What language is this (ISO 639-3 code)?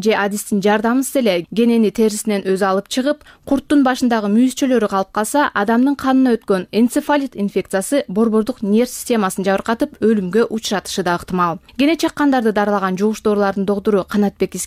kir